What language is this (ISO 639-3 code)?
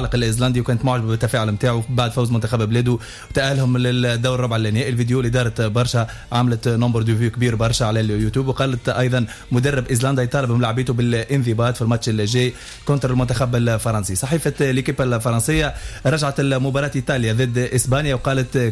aeb